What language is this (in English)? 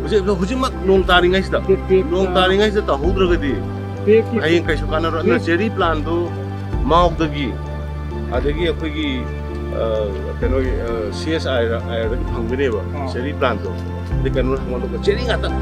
Tangkhul Naga (India)